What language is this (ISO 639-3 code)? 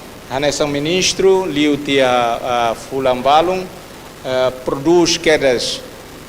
tet